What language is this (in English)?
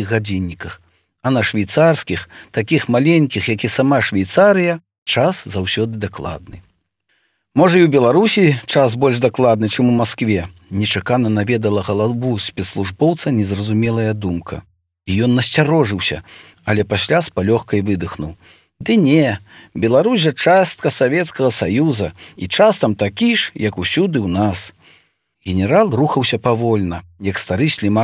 Belarusian